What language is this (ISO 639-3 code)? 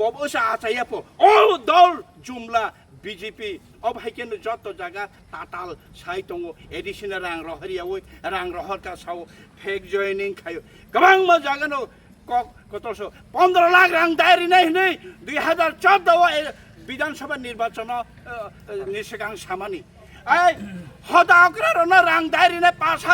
trp